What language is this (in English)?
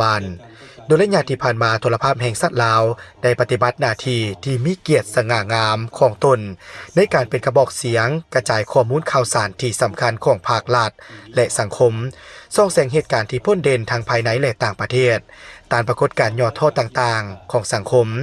Lao